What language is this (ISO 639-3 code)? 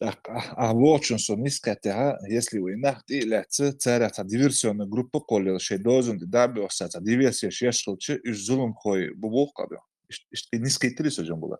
che